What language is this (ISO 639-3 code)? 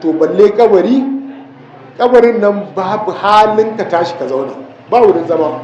hau